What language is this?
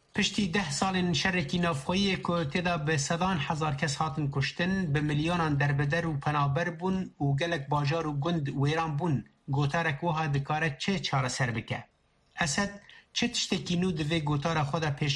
Kurdish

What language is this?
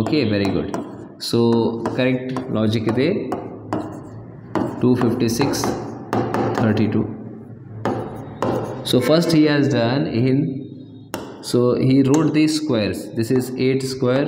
Kannada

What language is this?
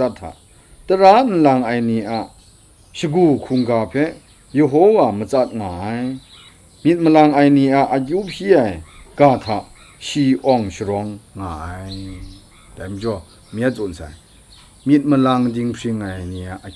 Kachin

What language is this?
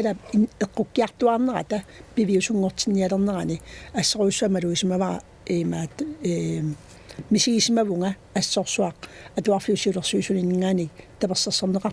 Kalaallisut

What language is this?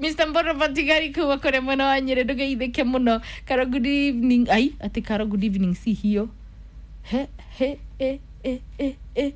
Kikuyu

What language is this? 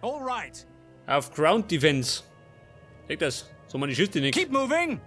Bavarian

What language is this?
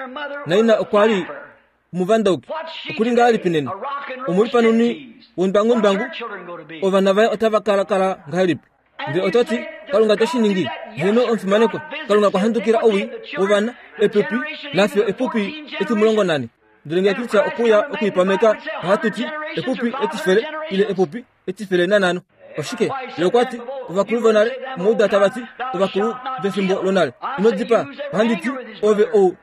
Kuanyama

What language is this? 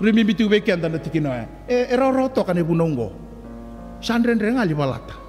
Fijian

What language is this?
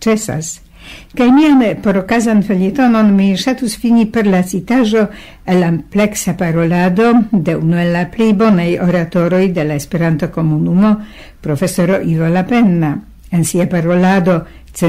Esperanto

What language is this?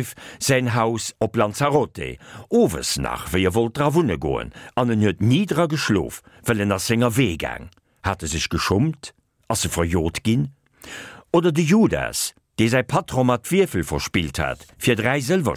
Luxembourgish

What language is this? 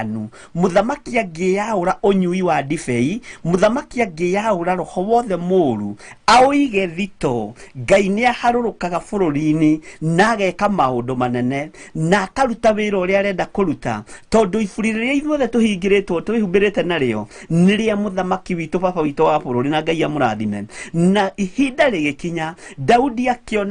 Kikuyu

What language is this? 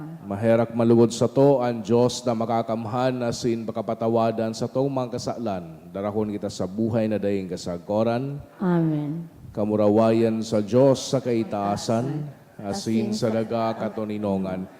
Bikol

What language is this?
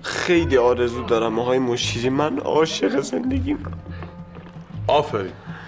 Persian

